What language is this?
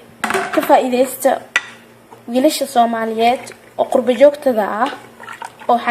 Somali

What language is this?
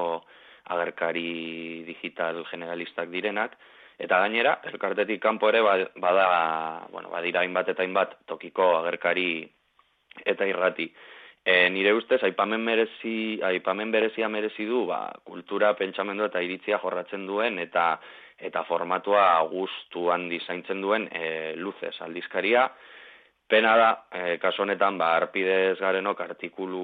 Basque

